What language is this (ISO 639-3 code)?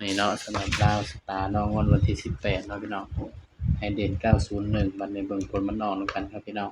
tts